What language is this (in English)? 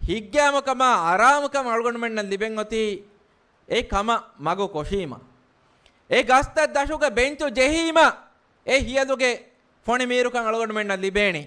Divehi